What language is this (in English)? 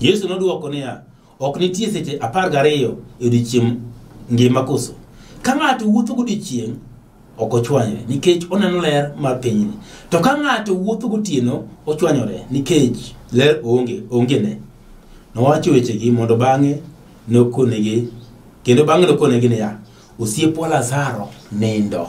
Luo (Kenya and Tanzania)